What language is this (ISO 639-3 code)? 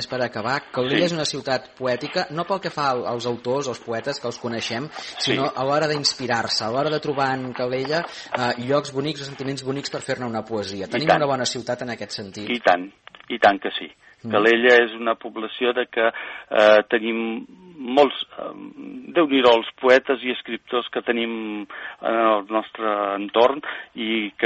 cat